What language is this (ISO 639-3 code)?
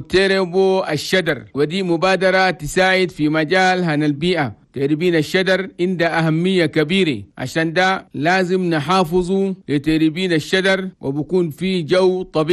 shu